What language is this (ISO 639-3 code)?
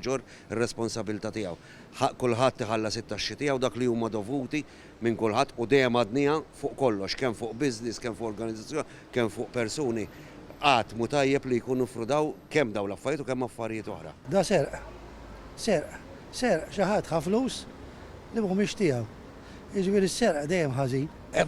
mlt